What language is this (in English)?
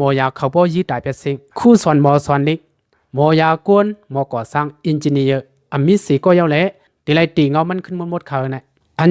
Shan